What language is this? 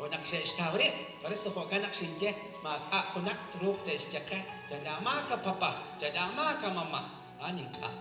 Kekchí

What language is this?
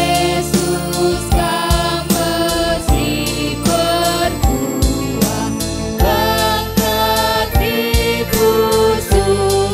Batak Karo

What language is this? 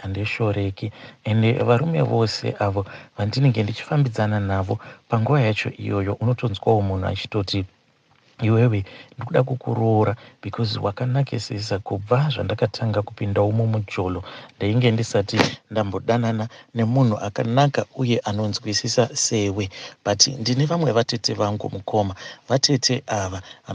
Shona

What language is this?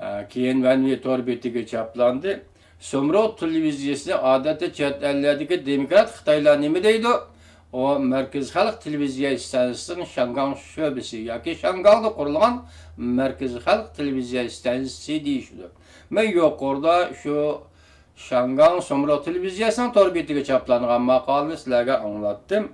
Uyghur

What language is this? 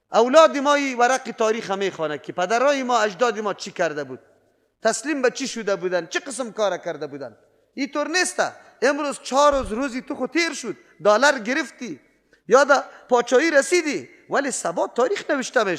Persian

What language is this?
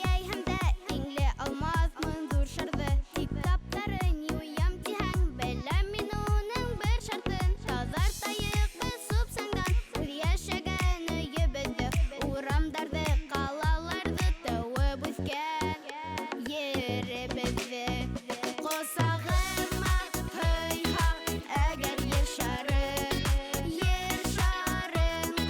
Bashkir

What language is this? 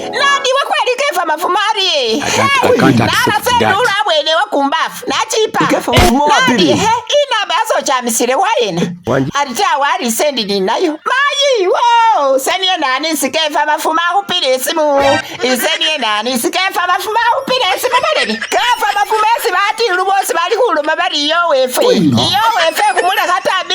Masaaba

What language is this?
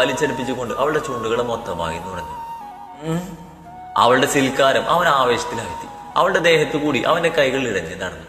Malayalam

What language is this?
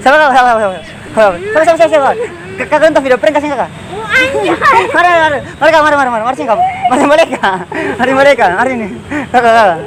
Ambonese Malay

